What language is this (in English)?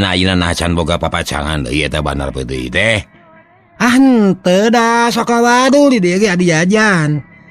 Sundanese